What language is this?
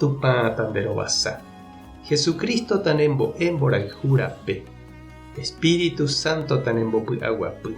Guarani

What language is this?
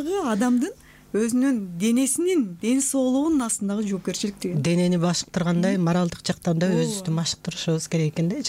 Kyrgyz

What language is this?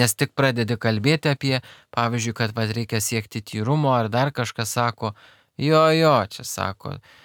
Lithuanian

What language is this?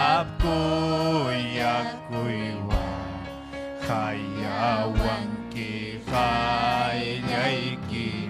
Ayacucho Quechua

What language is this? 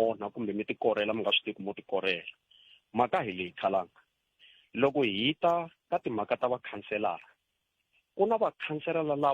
Tsonga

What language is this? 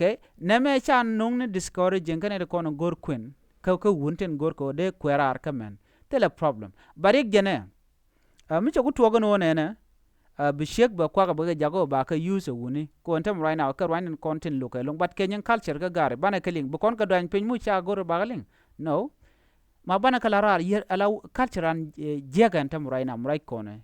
Nuer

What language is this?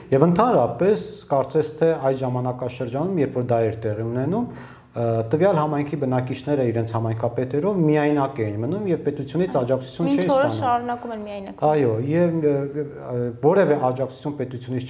Armenian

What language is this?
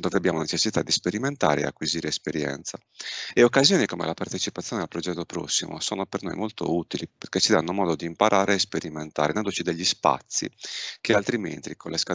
Italian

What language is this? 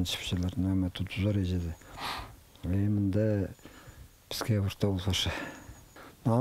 Khakas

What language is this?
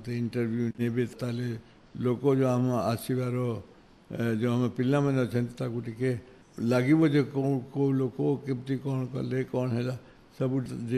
Odia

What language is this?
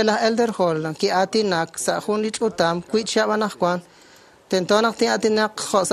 Kekchí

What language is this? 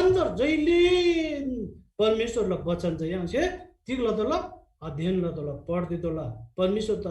Eastern Tamang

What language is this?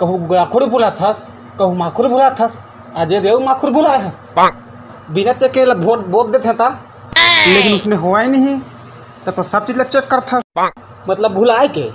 Chhattisgarhi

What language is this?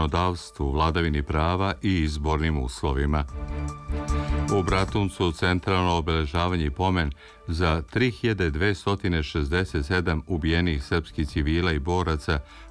Serbian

